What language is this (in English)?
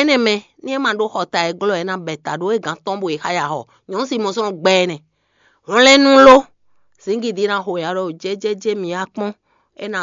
Fon